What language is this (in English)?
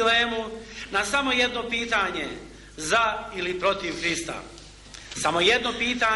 Serbian